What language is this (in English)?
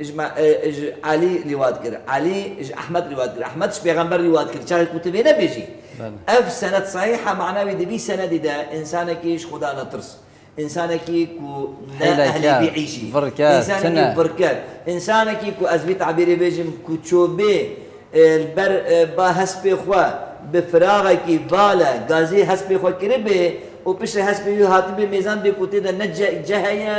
Kurdish